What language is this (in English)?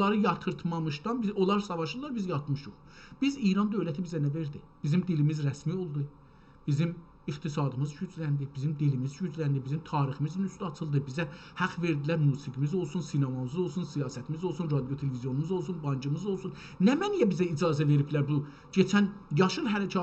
South Azerbaijani